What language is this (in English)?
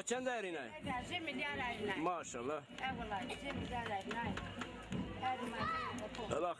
Zaza